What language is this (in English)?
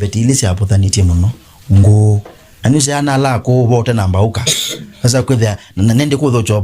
Kamba